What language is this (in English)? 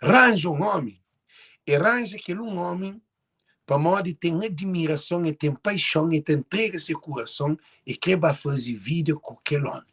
Kabuverdianu